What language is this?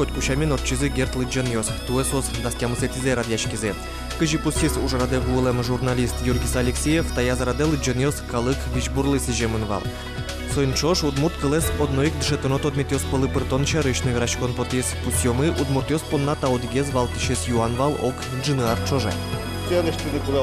Udmurt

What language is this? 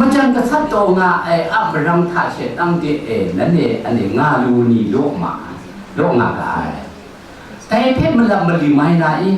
Kachin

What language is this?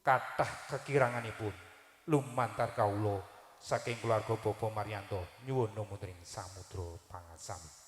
Javanese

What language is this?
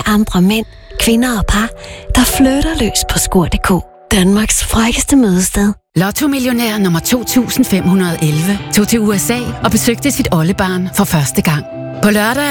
Danish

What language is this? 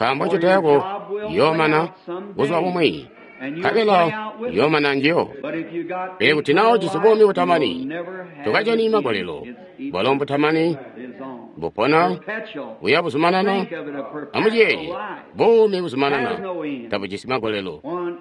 Tonga (Zambia)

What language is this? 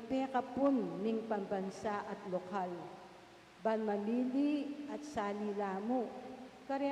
Pampanga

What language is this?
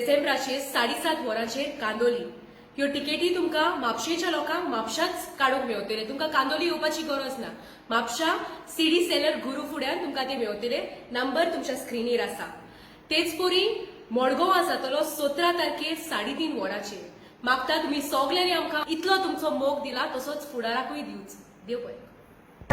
Konkani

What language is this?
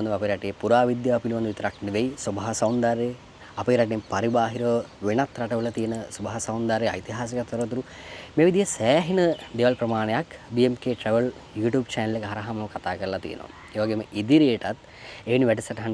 Sinhala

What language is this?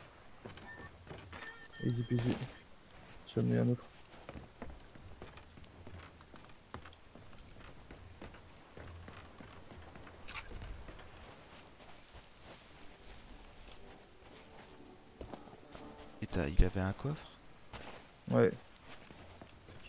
French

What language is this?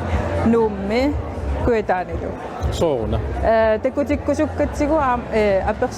Kalaallisut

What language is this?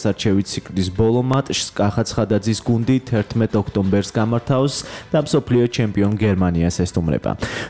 Georgian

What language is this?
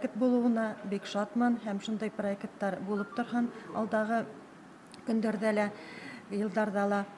Bashkir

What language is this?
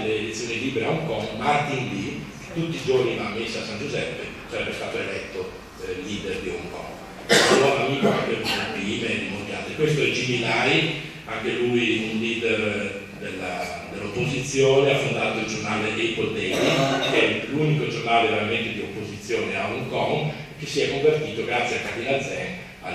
Italian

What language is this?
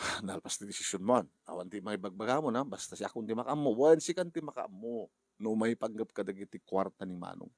Iloko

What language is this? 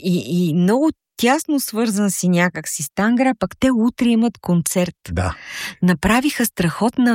Bulgarian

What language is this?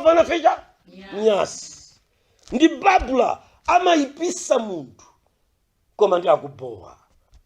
Nyanja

